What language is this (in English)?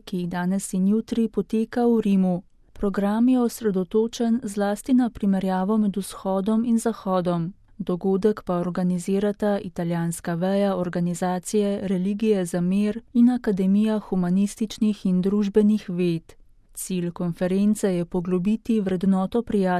Slovenian